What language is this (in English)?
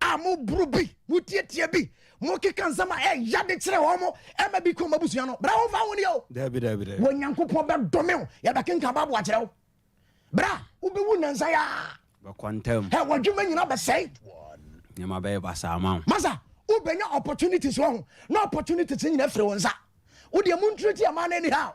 Akan